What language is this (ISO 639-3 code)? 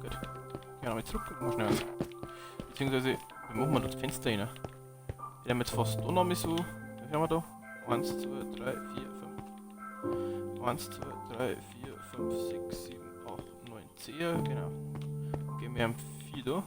bar